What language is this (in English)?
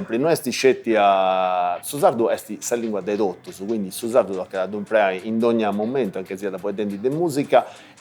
Sardinian